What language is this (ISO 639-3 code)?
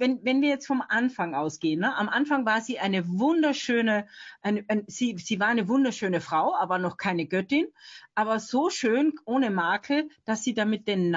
deu